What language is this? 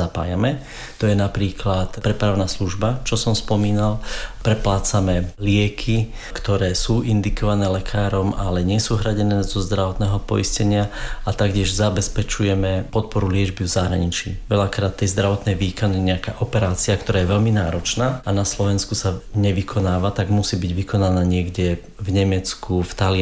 Slovak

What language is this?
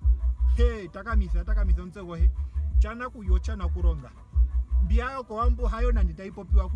Ndonga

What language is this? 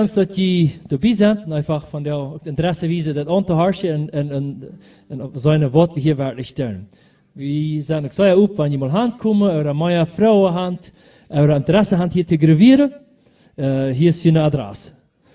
Plautdietsch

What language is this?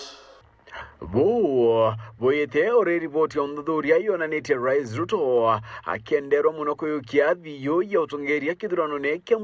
Meru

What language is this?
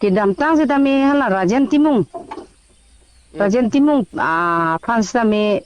Karbi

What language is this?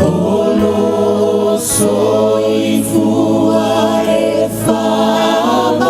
Samoan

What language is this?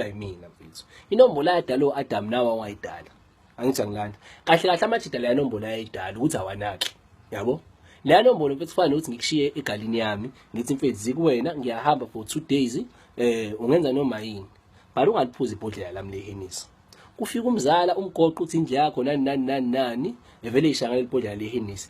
Zulu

